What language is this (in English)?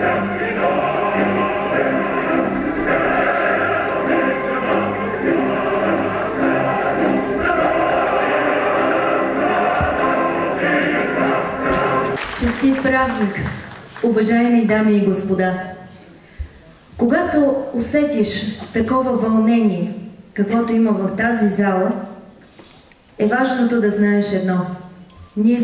Bulgarian